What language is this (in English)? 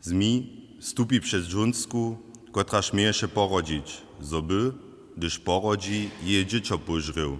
Upper Sorbian